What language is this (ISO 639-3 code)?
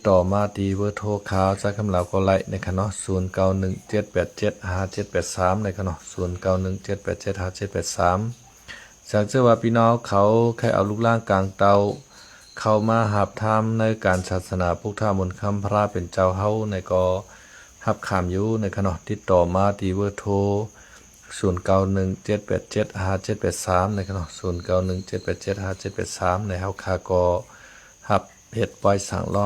shn